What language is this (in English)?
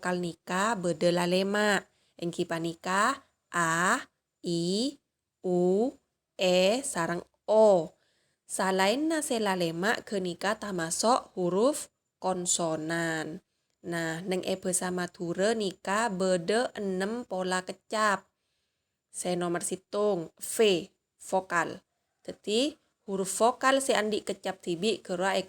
Madurese